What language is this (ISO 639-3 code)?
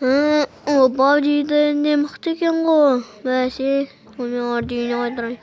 kaz